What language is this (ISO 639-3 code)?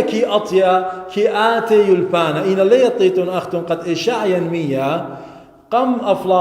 aii